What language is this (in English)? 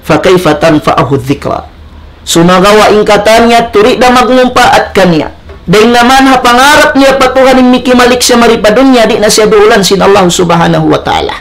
Tausug